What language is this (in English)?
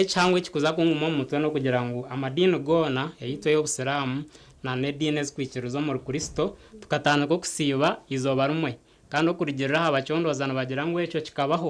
Nyankole